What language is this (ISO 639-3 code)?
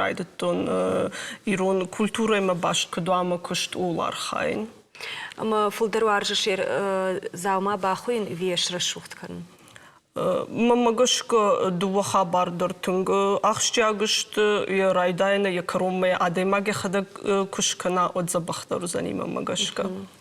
oss